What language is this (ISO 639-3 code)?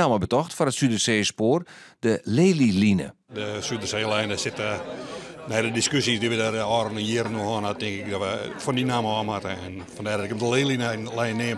fry